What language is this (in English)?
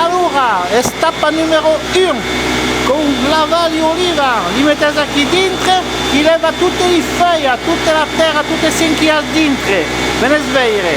Occitan